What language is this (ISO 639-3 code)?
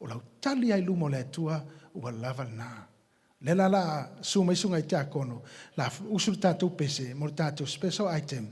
smo